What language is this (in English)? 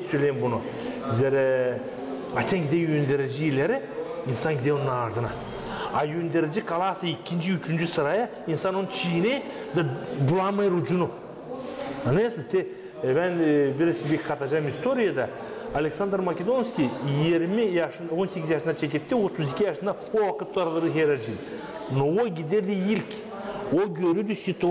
Gagauz